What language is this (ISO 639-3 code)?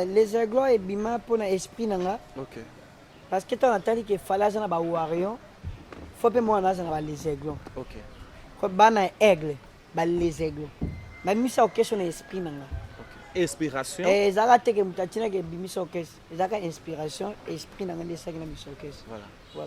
lin